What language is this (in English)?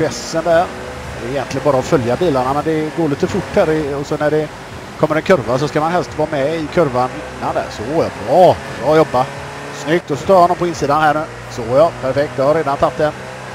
Swedish